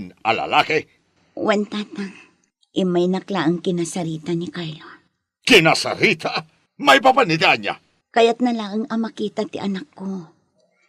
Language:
Iloko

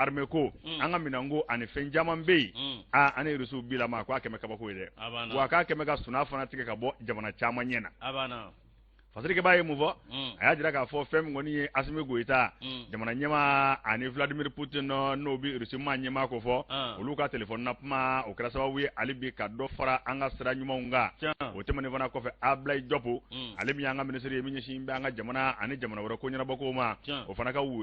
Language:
Bambara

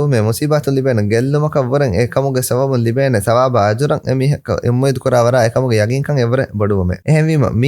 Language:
Divehi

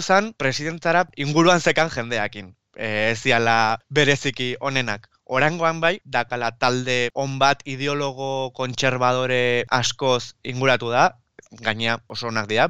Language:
Basque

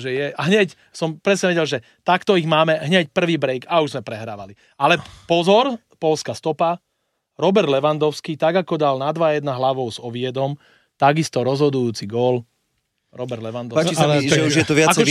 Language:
Slovak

